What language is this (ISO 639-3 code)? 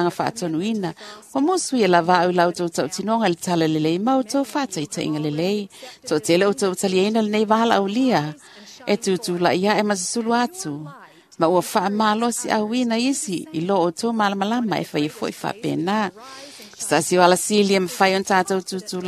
smo